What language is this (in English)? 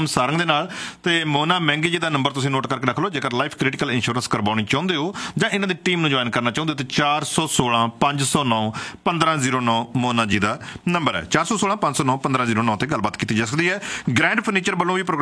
Punjabi